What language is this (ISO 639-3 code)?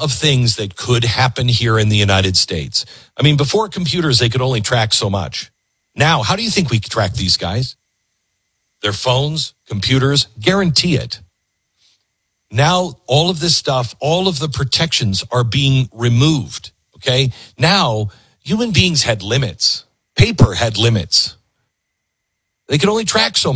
eng